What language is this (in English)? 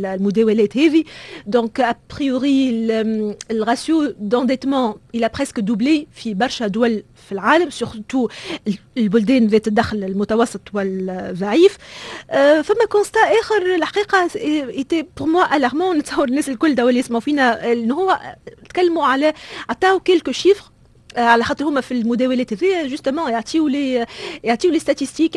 Tunisian Arabic